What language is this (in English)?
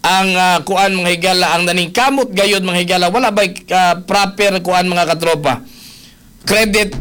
Cebuano